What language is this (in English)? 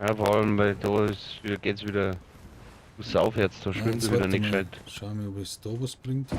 Bavarian